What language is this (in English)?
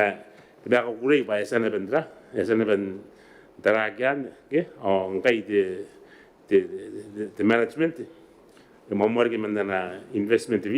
Gilbertese